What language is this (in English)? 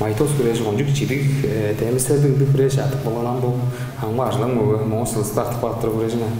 Tuvinian